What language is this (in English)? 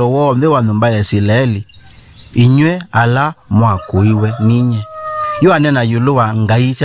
Kamba